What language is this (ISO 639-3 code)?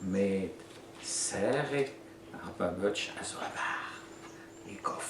bre